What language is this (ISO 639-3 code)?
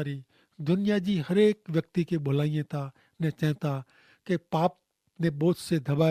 kfr